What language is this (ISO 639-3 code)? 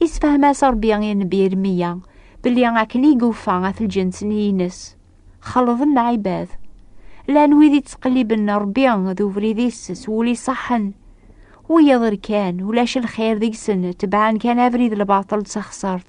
kab